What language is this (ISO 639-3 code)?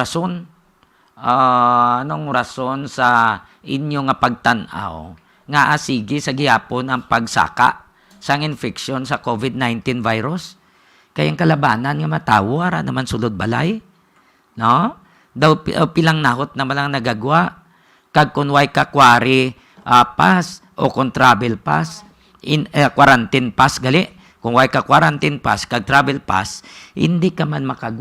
hil